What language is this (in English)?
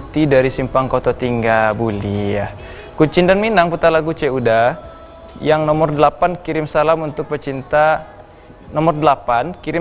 Minangkabau